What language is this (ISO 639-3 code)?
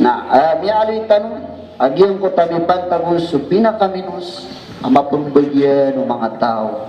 mrw